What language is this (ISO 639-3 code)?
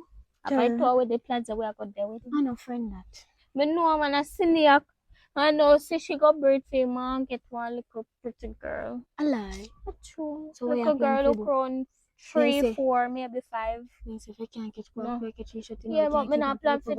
jam